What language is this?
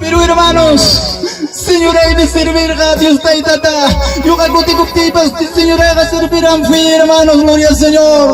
Ayacucho Quechua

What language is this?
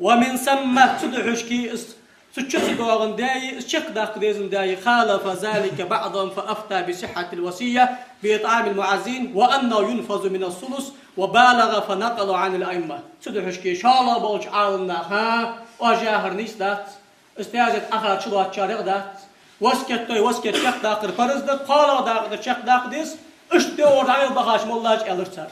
Ingush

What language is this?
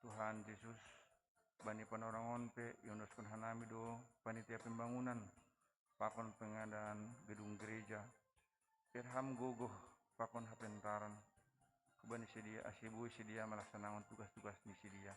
Batak Simalungun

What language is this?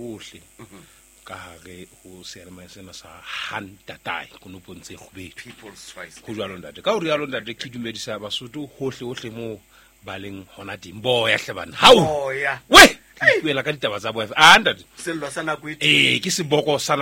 Southern Sotho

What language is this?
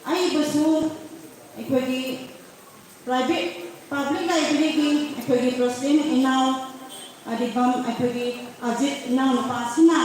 Manipuri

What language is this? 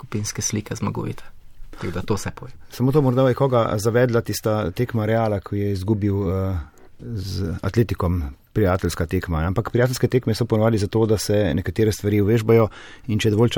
Slovenian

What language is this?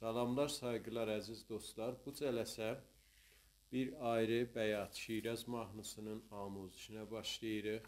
South Azerbaijani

